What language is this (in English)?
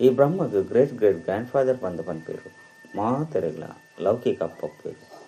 Tulu